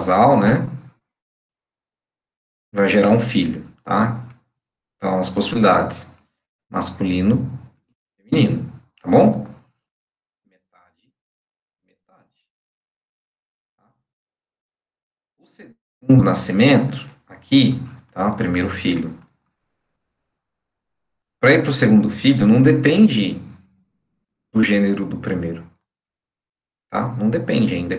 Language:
Portuguese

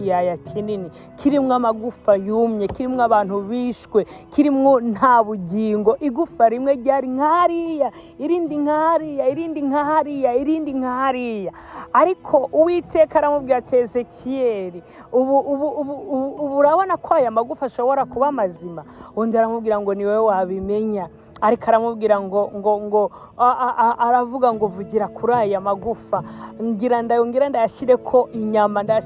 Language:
Rundi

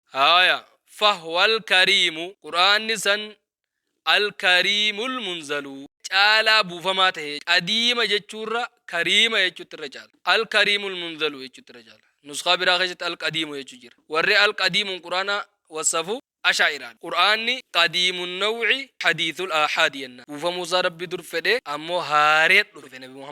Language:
Oromo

